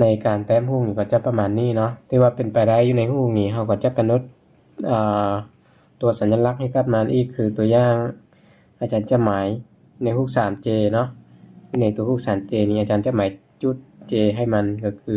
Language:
Lao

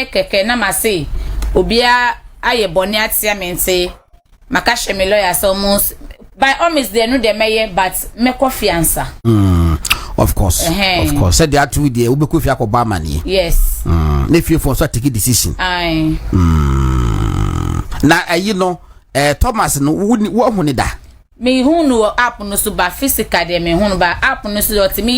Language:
Akan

